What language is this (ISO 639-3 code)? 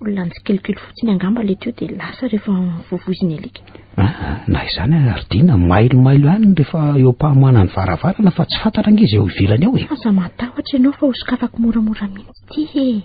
mlg